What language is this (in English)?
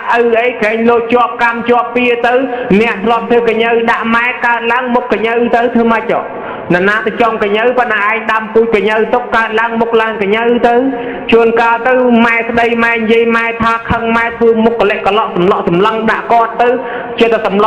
Khmer